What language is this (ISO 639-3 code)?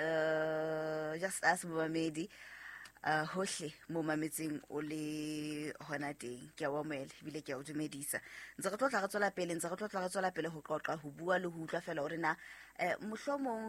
sot